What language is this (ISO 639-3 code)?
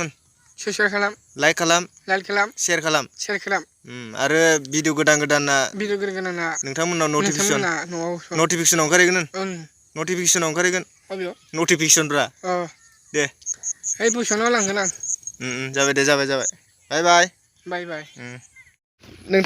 brx